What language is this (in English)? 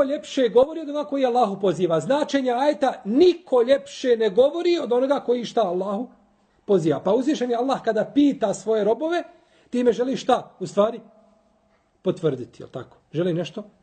Bosnian